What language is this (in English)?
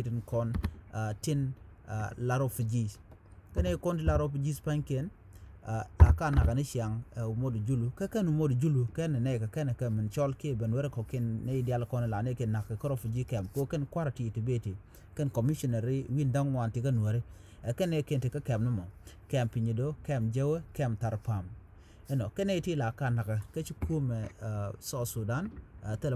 Nuer